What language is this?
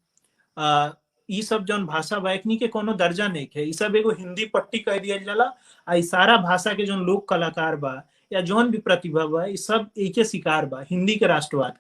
Bhojpuri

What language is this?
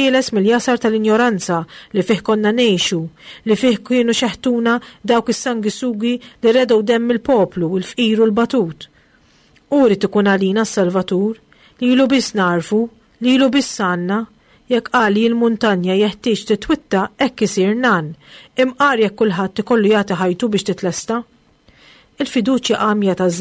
Maltese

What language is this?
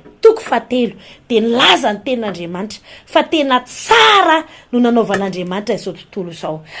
Malagasy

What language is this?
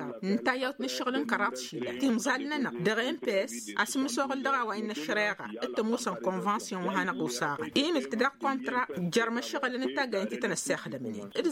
Tamasheq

